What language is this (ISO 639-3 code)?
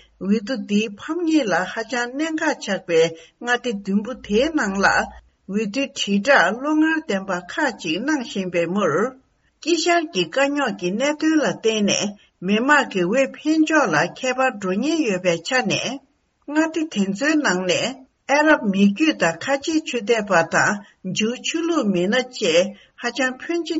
bod